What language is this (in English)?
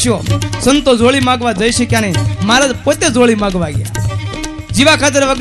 Gujarati